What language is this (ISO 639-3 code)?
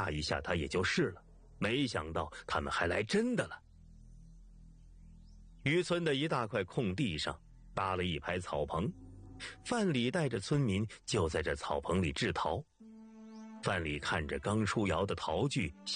zho